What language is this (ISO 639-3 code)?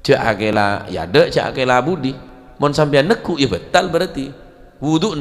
mad